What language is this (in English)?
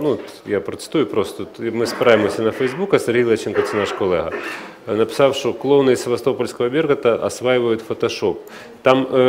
Ukrainian